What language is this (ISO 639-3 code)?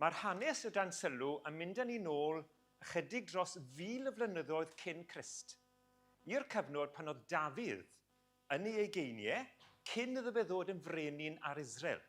cym